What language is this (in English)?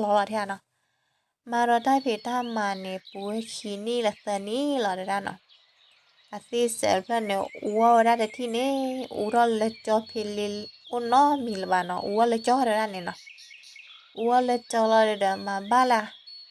S'gaw Karen